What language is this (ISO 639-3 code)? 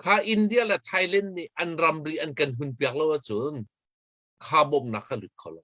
cnh